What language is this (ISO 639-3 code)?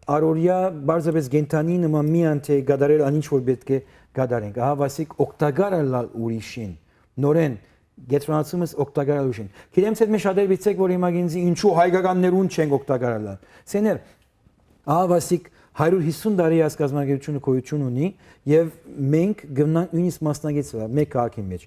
hyw